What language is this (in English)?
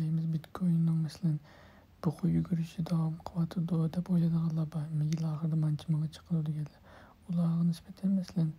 Uyghur